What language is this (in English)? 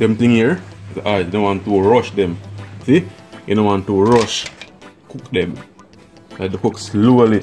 Jamaican Creole English